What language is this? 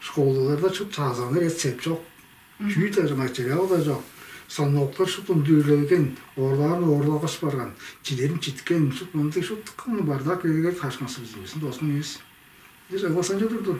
Tuvinian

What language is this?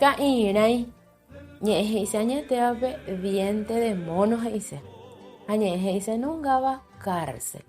Guarani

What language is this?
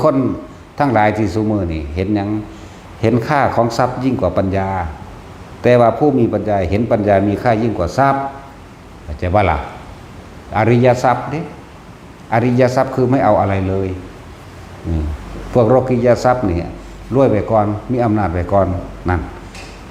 Northeastern Thai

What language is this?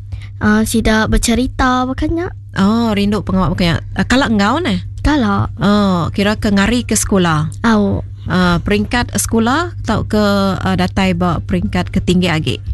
Iban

